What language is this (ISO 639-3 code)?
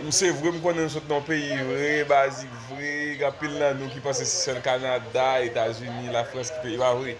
hat